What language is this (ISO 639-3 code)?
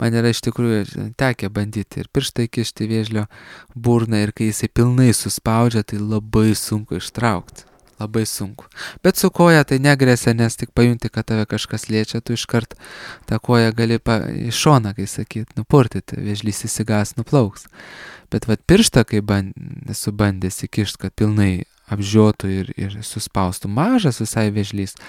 lit